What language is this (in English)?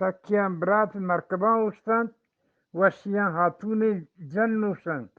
Eastern Balochi